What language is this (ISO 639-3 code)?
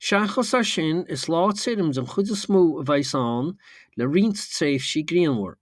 gle